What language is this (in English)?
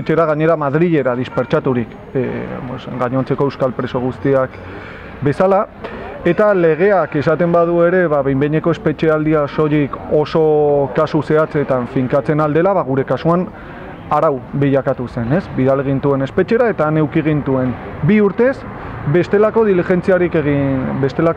Basque